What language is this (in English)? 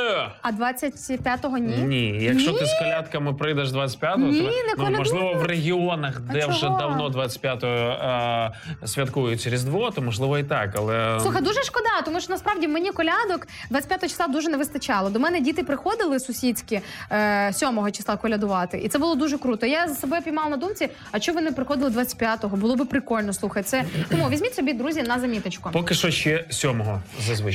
Ukrainian